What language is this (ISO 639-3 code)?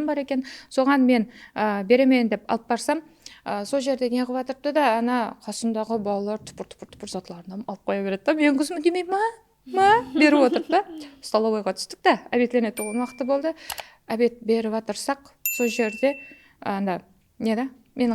kaa